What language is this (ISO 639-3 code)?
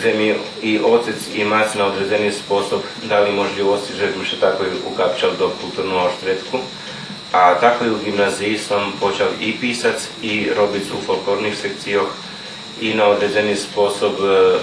rue